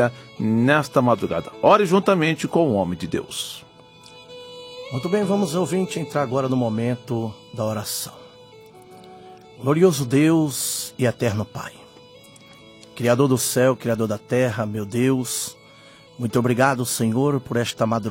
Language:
Portuguese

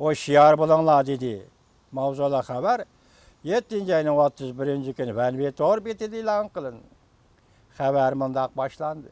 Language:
Uyghur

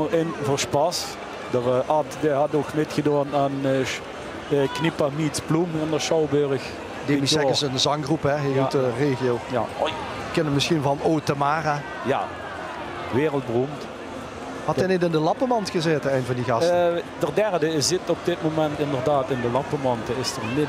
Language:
Limburgish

